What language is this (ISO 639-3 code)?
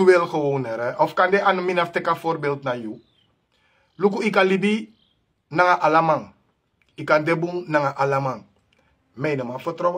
srn